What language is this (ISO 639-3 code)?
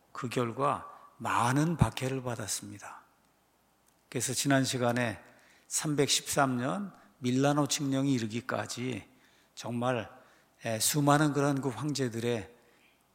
kor